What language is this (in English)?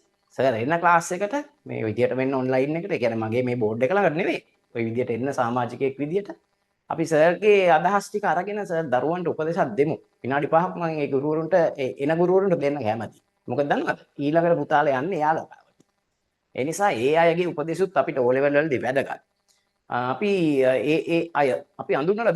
Sinhala